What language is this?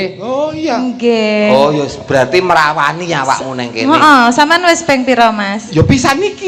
Javanese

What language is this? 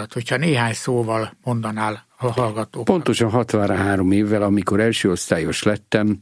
Hungarian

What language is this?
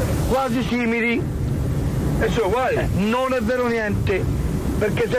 Italian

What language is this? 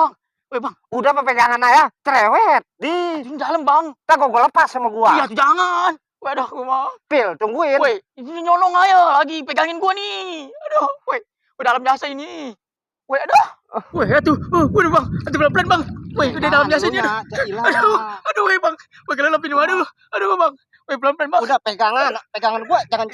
Betawi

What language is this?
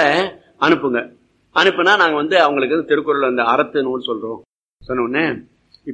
Tamil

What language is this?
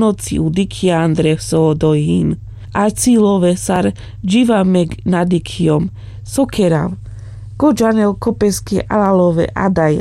Carpathian Romani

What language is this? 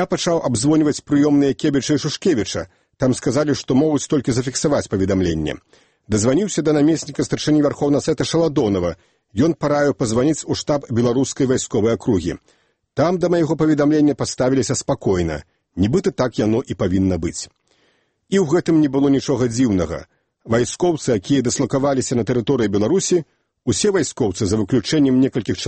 Belarusian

